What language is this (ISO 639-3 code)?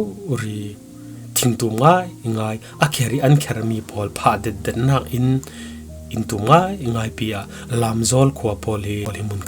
cfm